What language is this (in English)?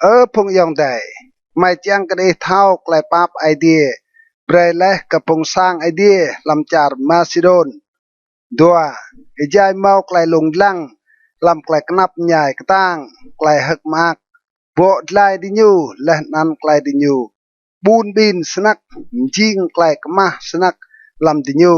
Rade